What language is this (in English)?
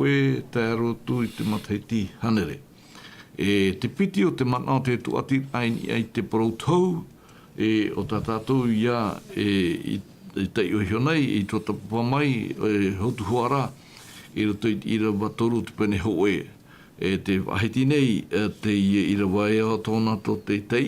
Tahitian